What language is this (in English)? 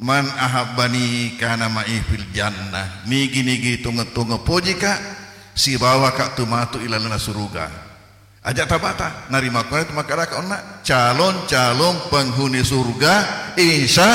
Buginese